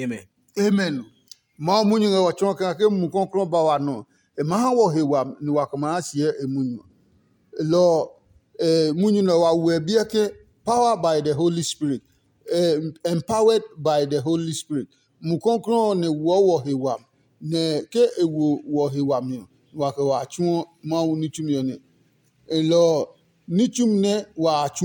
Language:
Adangme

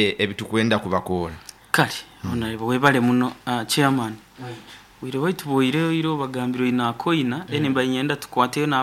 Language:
Nyoro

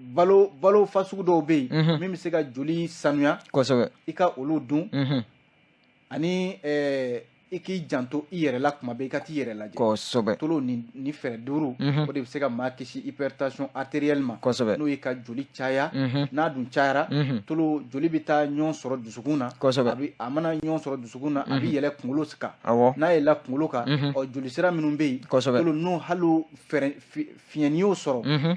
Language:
Bambara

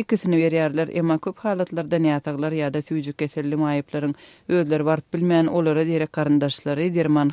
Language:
Turkmen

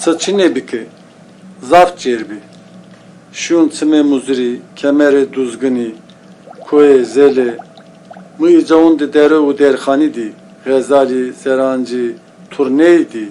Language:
Zaza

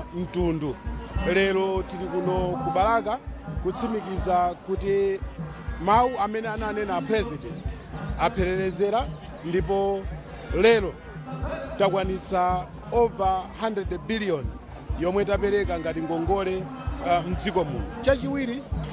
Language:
Nyanja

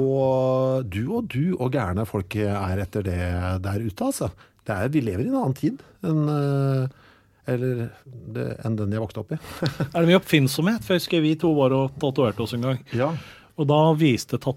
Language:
Norwegian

